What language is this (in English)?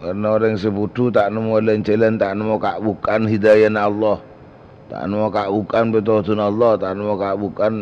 Madurese